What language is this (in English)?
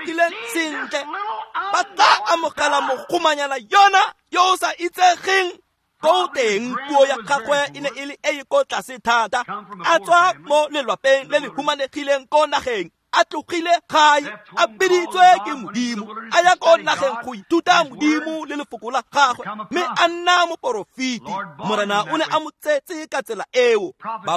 Tswana